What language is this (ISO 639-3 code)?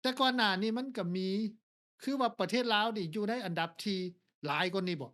lao